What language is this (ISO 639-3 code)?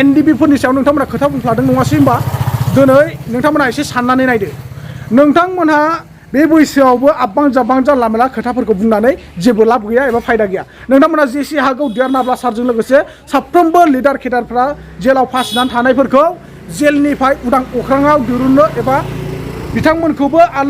brx